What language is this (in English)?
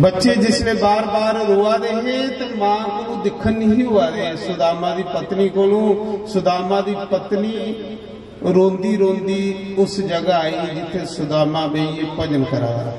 Dogri